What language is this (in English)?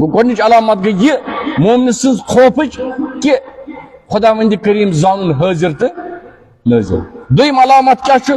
Kashmiri